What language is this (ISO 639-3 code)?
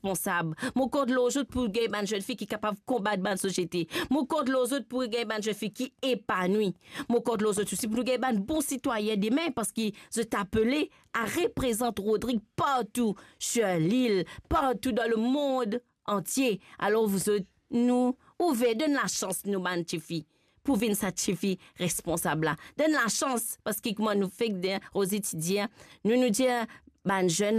mfe